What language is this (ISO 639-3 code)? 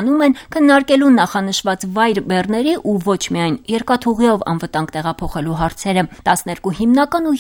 hye